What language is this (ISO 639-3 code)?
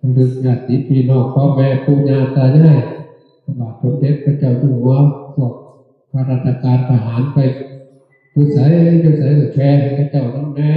tts